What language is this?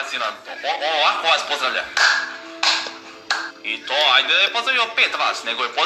Serbian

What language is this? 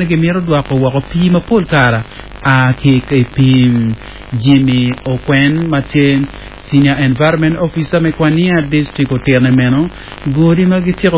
Acoli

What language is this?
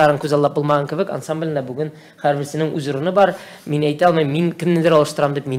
Tatar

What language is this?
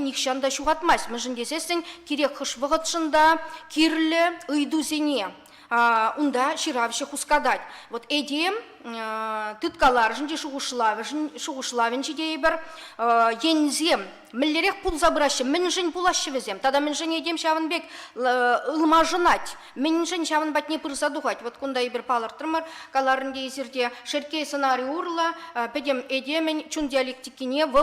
Chuvash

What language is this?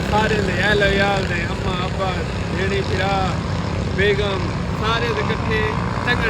Saraiki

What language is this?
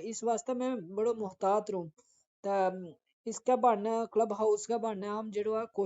Gujari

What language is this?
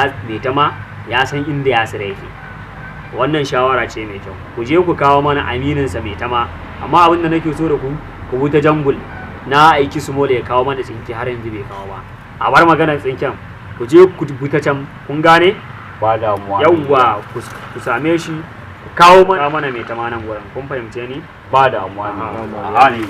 Hausa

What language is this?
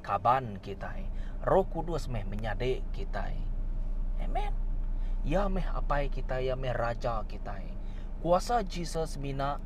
Iban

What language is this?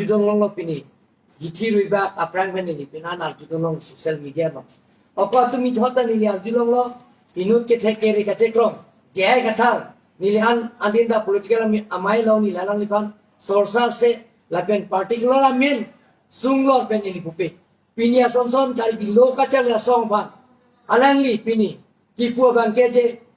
Karbi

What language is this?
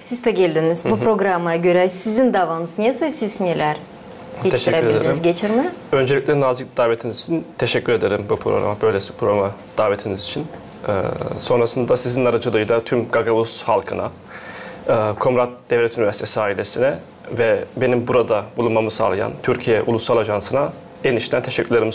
Gagauz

